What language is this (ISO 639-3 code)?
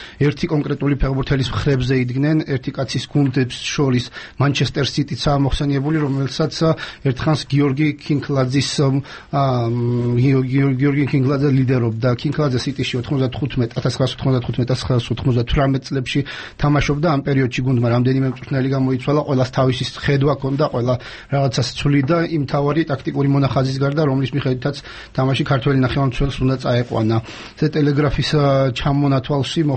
kat